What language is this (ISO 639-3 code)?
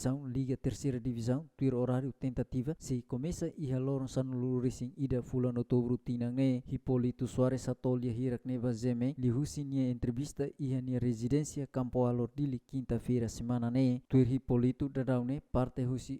tet